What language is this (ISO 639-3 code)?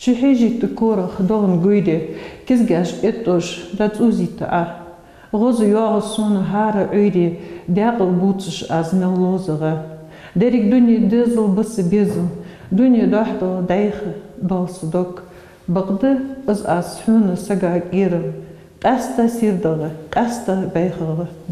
inh